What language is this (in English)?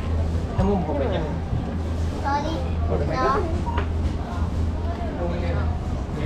Vietnamese